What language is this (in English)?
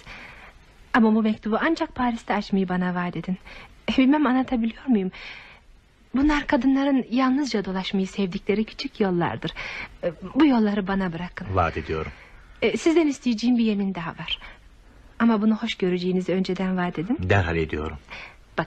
Turkish